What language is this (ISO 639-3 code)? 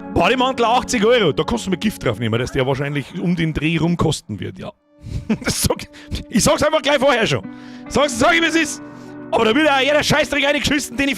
bar